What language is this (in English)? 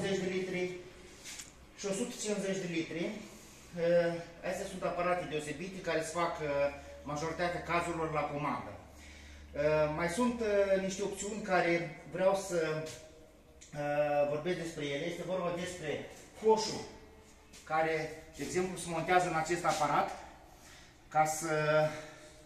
Romanian